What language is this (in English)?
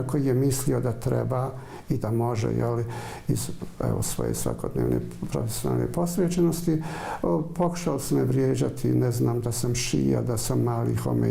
Bosnian